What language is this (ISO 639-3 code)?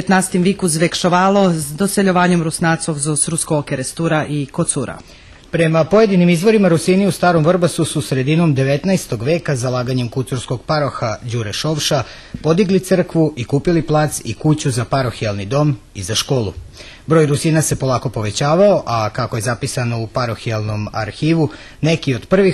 rue